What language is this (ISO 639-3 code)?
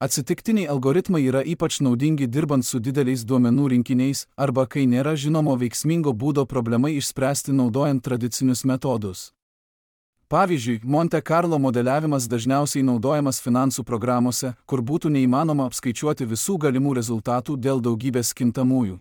lit